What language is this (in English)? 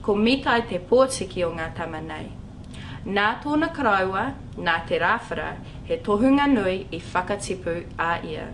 Māori